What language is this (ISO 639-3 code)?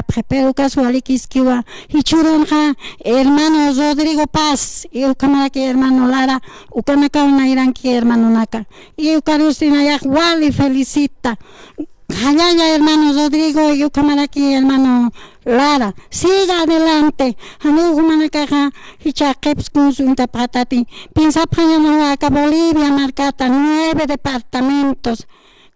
aym